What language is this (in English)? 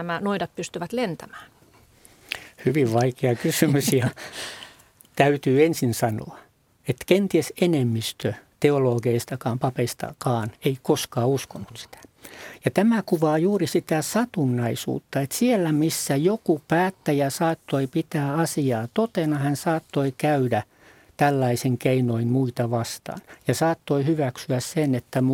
Finnish